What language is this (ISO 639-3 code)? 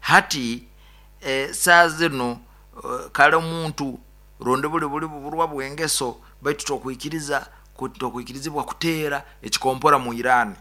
nyo